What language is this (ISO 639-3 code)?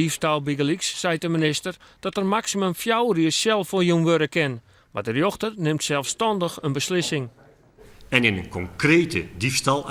fry